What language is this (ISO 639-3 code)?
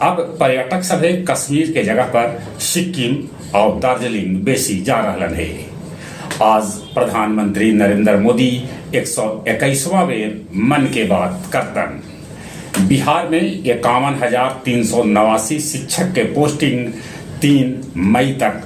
mag